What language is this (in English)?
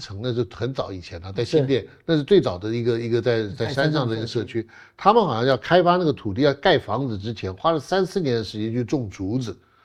Chinese